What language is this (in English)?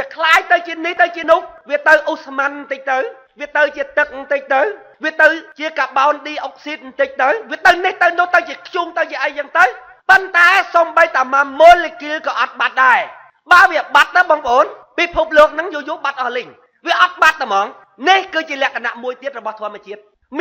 Khmer